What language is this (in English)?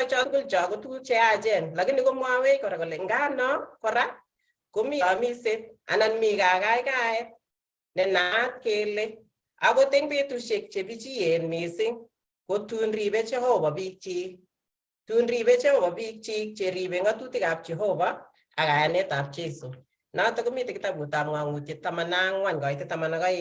Kalenjin